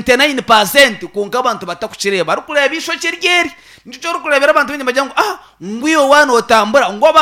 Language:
Nyankole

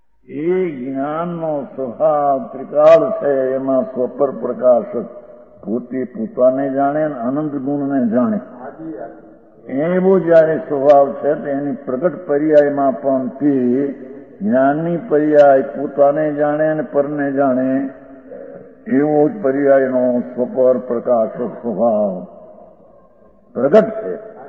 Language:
Gujarati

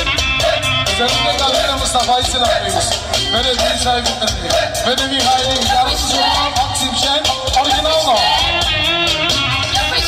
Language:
Turkish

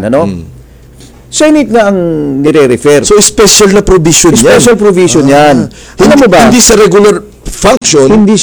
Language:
Filipino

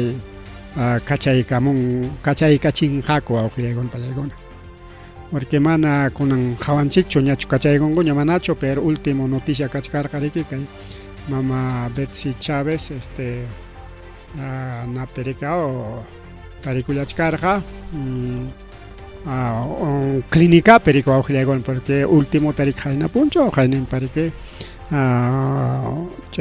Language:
Ayacucho Quechua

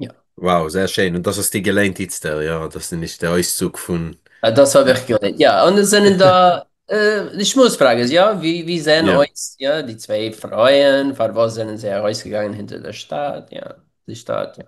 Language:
Yiddish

